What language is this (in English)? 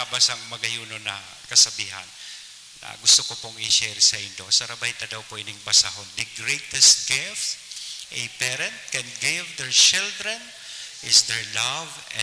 Bikol